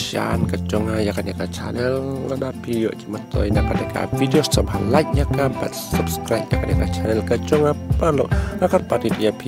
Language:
Khasi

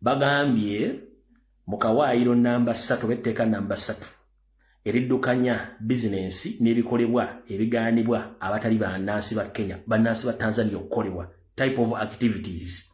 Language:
Ganda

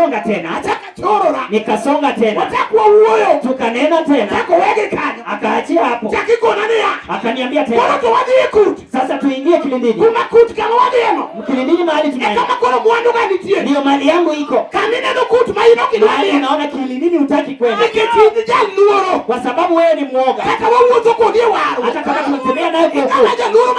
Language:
Luo (Kenya and Tanzania)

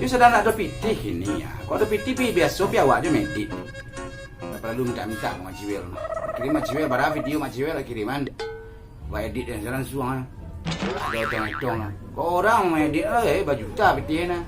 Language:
Minangkabau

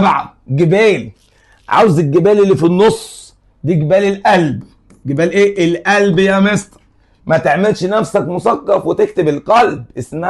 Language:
Egyptian Arabic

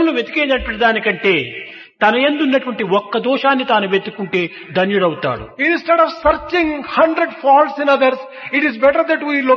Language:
Telugu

